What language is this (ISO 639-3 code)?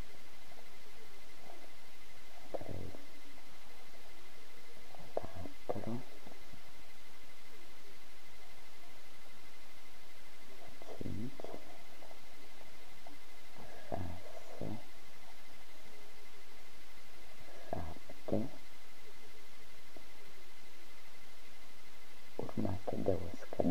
ron